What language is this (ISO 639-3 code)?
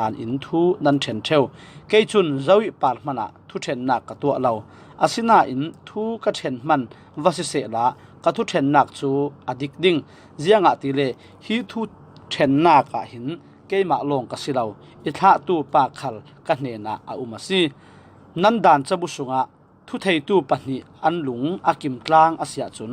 cfm